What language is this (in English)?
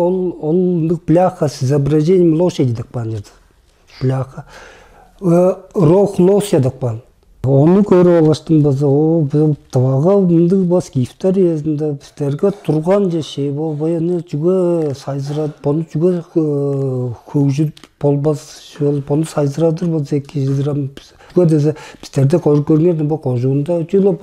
Tuvinian